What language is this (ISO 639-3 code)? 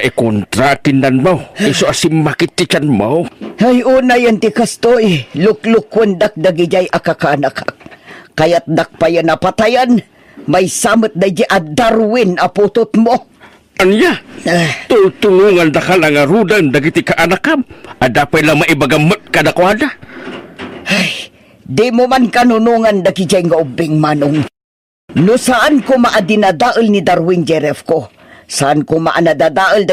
ilo